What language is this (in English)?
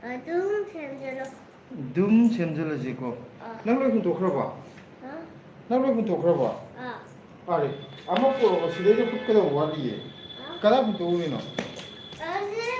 Manipuri